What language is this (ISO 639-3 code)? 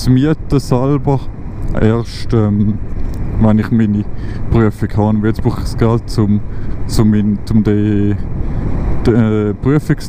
gsw